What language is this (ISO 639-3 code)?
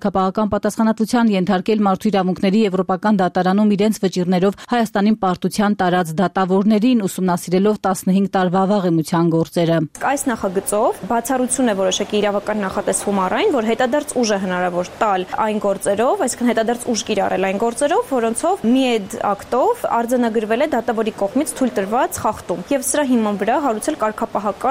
hye